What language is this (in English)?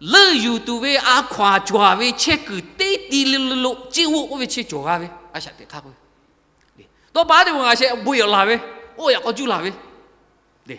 Lahu